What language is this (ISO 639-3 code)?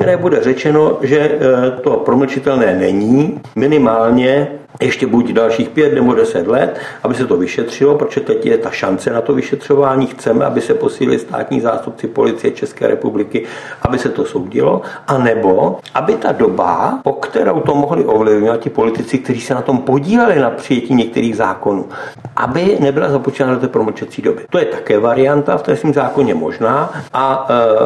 ces